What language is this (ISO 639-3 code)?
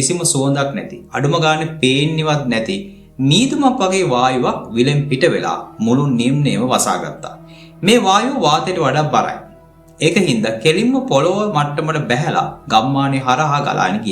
sin